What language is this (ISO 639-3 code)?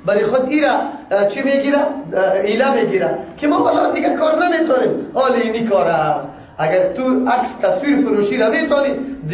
fas